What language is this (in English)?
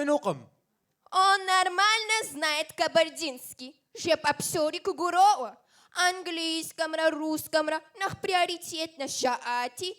Kabardian